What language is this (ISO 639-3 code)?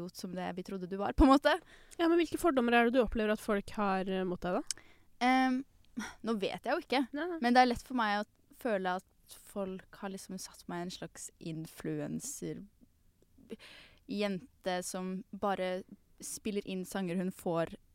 nor